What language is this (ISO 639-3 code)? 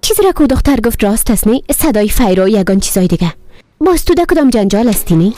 tgk